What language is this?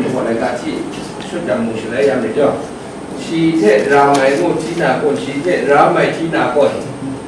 Kachin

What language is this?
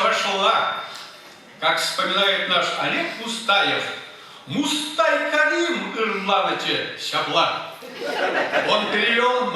Chuvash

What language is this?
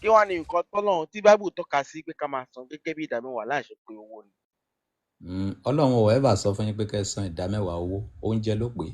Yoruba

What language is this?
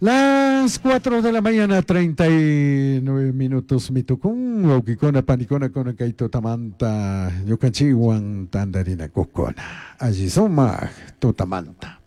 Chimborazo Highland Quichua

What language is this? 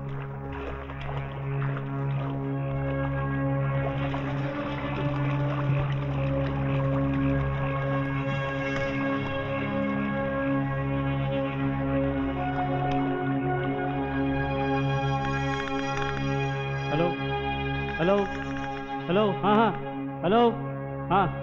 Marathi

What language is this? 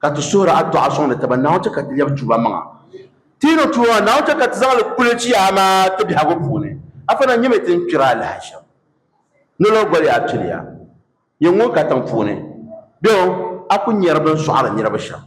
Dagbani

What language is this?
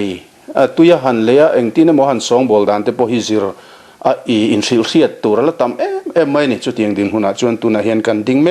Mizo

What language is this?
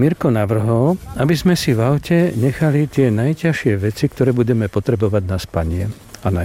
Slovak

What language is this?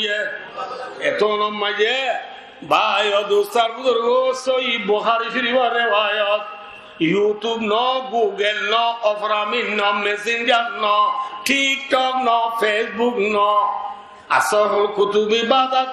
Rohingya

